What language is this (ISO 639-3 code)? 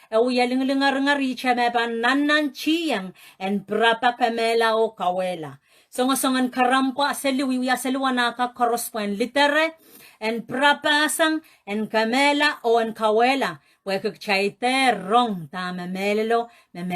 pon